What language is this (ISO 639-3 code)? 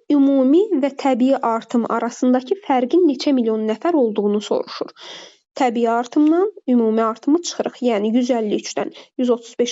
aze